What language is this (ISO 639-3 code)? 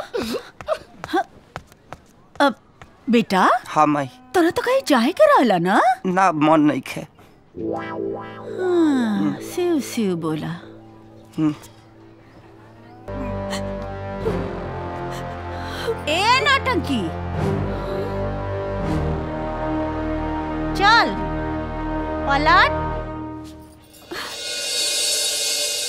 bho